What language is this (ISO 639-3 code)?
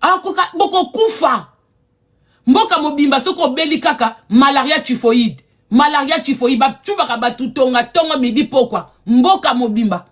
lin